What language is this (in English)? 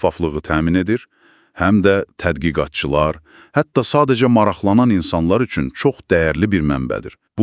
Azerbaijani